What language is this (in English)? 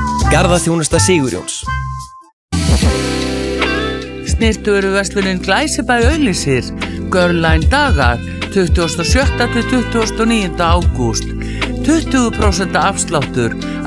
Icelandic